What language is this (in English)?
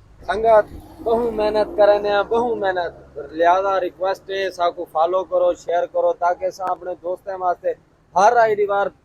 Saraiki